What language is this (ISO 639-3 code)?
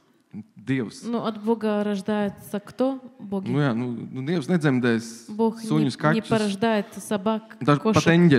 lav